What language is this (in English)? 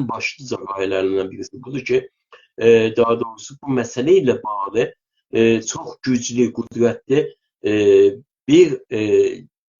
South Azerbaijani